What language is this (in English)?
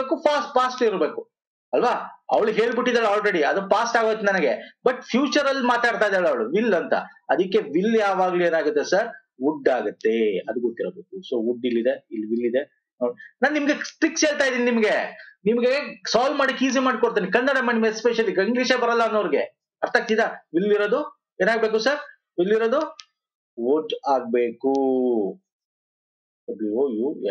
Kannada